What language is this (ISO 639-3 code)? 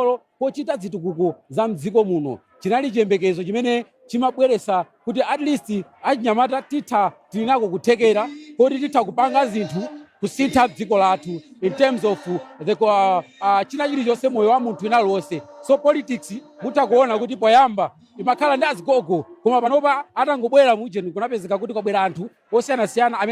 nya